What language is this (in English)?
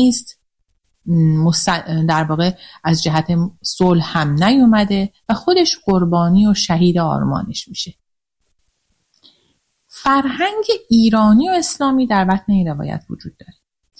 Persian